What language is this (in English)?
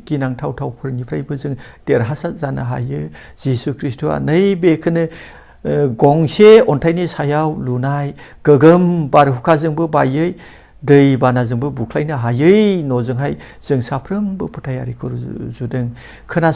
Bodo